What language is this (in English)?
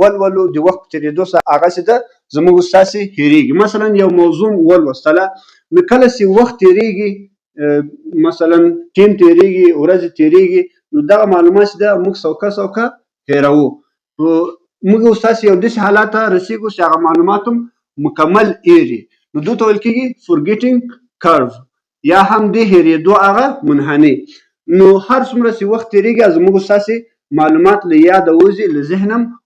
Pashto